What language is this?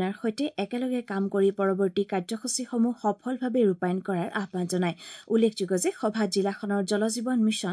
Assamese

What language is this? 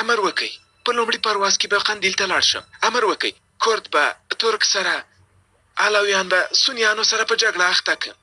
Pashto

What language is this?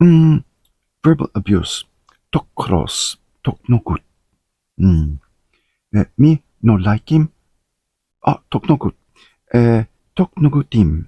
Tok Pisin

